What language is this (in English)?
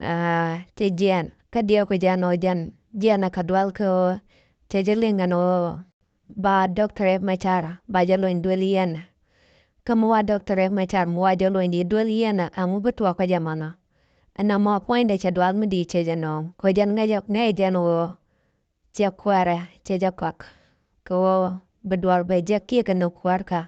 Nuer